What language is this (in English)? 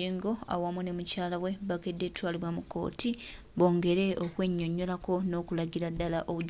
Ganda